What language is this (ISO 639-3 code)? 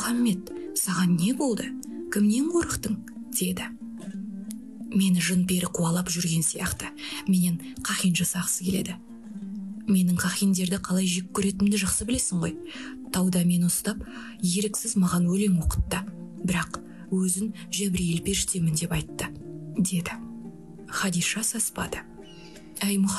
kaz